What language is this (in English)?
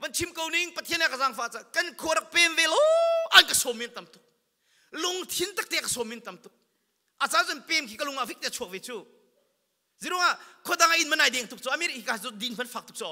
Hakha Chin